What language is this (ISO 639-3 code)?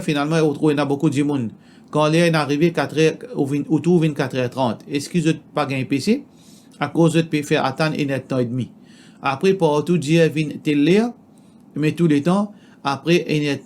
mfe